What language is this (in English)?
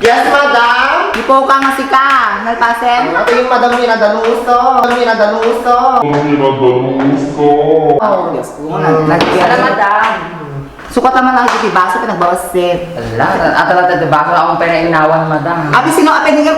Iloko